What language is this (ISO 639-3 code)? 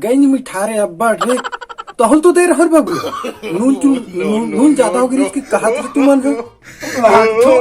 hne